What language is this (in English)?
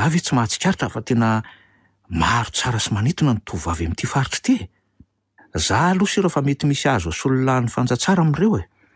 Malagasy